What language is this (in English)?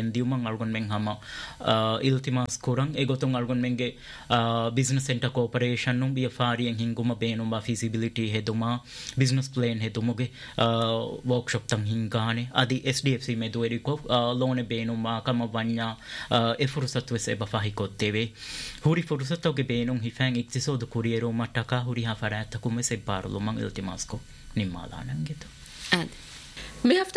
Divehi